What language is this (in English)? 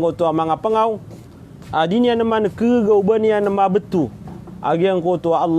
Maranao